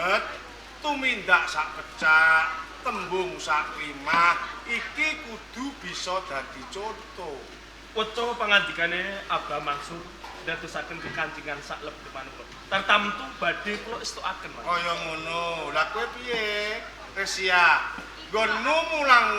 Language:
Javanese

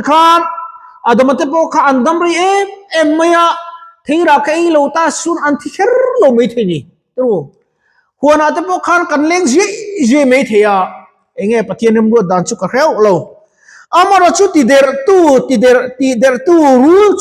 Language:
Mizo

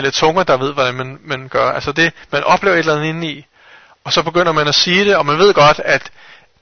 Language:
Danish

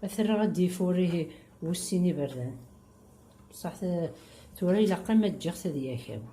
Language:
Kabyle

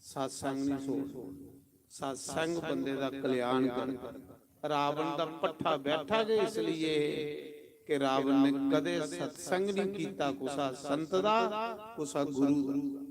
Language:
Dogri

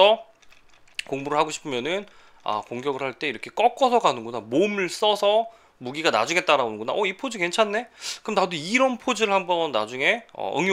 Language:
Korean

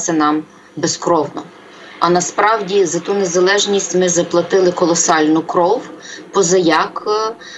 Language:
Ukrainian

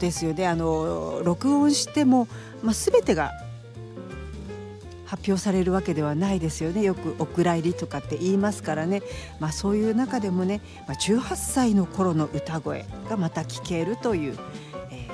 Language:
Japanese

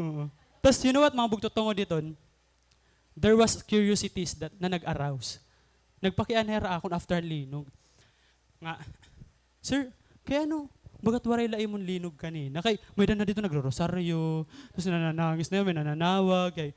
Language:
Waray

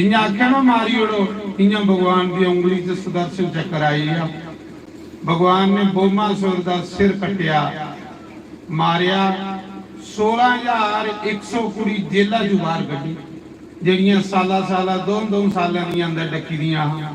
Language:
Dogri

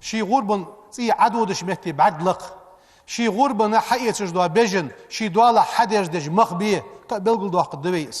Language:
Ingush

